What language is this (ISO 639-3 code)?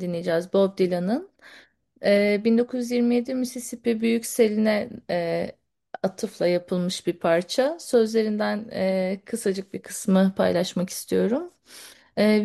tur